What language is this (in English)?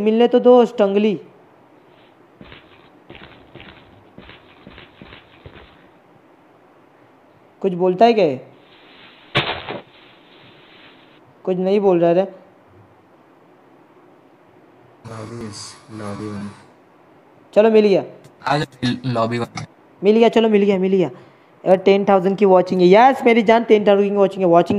Hindi